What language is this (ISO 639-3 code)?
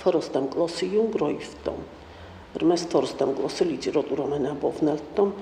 oss